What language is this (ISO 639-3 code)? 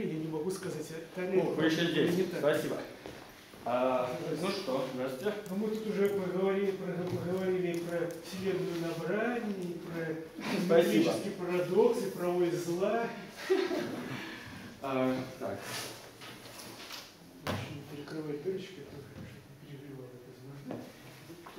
rus